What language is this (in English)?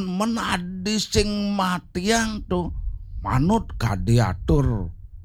Balinese